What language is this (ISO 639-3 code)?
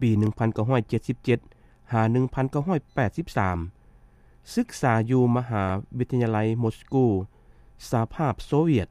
lao